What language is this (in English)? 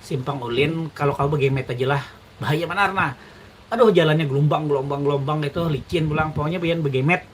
Banjar